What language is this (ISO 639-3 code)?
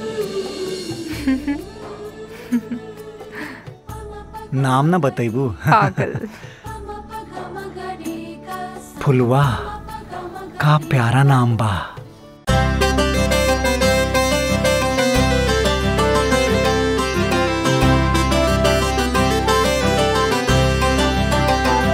bho